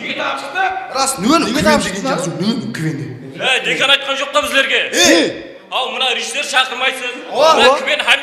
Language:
Kara-Kalpak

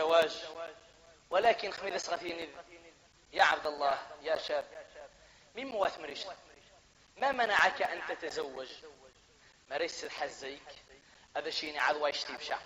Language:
Arabic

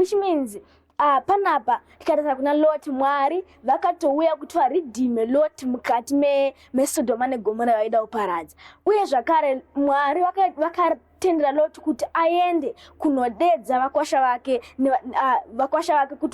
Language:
Shona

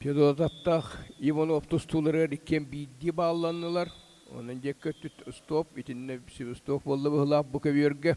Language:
Yakut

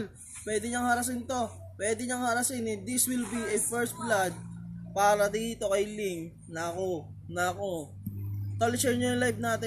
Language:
Filipino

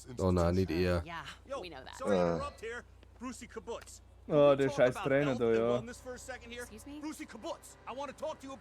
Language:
Bavarian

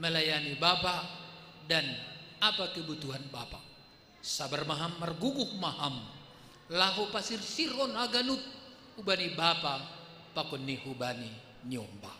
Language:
Batak Simalungun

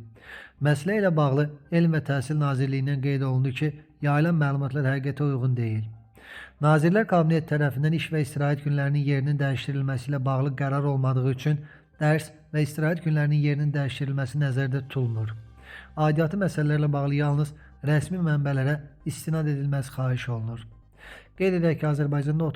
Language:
Azerbaijani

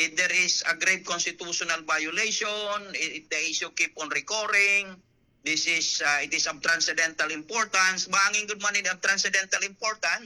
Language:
Waray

